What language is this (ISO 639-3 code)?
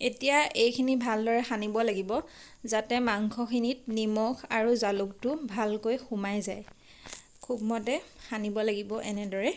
asm